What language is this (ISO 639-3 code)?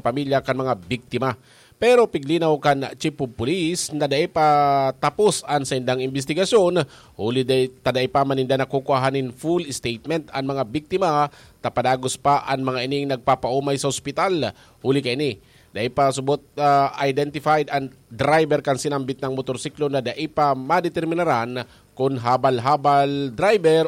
bik